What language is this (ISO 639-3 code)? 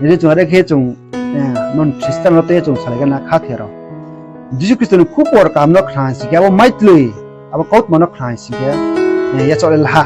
ria